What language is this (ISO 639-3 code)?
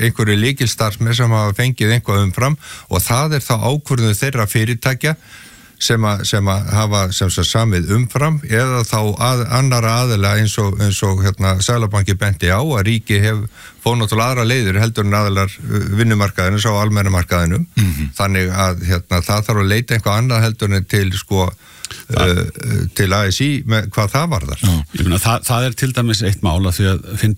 isl